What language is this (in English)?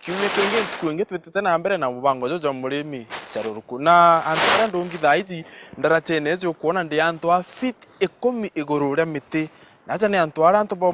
Meru